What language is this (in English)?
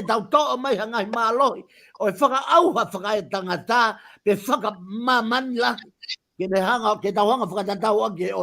Tongan